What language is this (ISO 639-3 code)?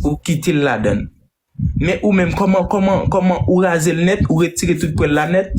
hat